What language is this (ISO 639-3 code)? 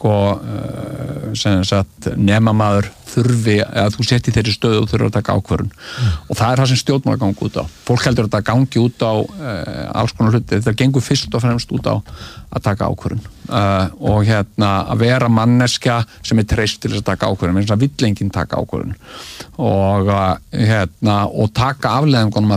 isl